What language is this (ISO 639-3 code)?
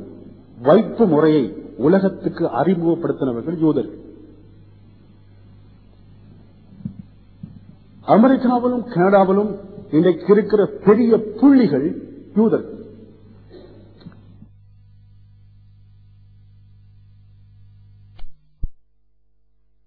tam